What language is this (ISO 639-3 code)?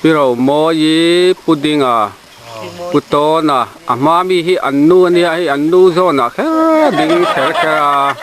lus